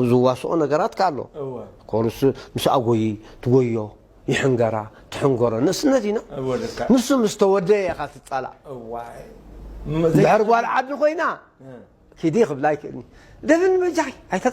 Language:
Tigrinya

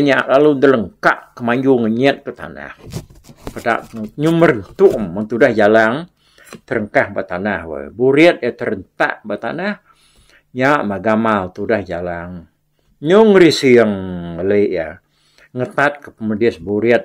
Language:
Iban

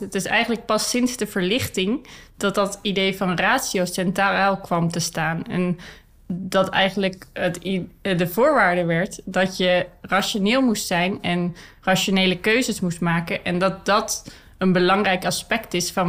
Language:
Dutch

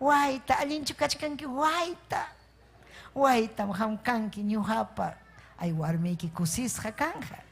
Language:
Ayacucho Quechua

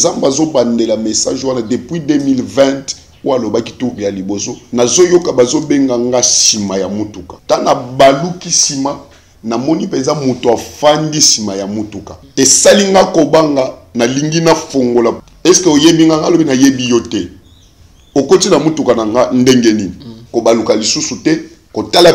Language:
Lingala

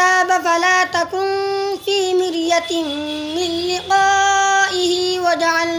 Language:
Sylheti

